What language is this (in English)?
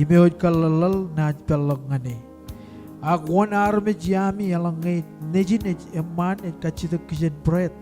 Marshallese